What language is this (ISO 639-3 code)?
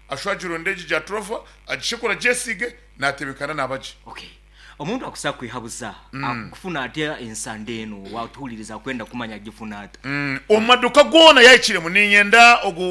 nyn